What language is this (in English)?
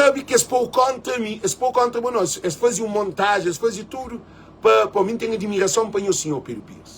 Kabuverdianu